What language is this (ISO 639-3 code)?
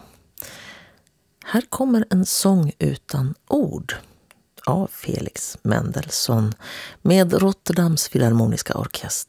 swe